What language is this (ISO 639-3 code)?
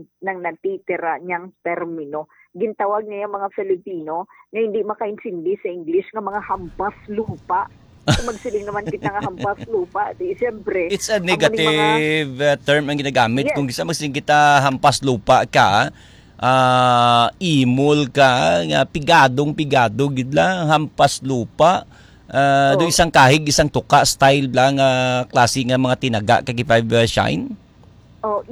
hil